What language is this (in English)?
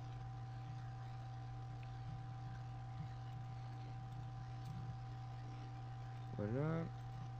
French